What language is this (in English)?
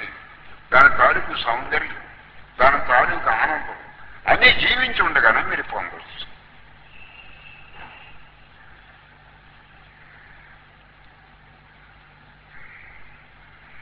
Telugu